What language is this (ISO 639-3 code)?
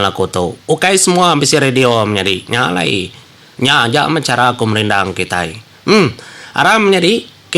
iba